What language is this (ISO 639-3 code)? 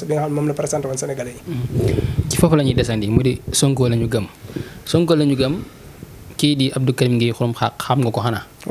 wol